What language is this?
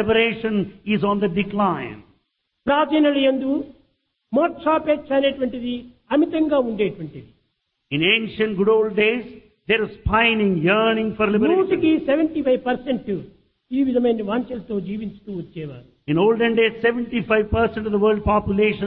Telugu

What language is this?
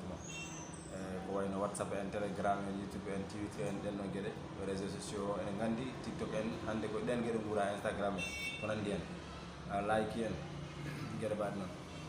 Fula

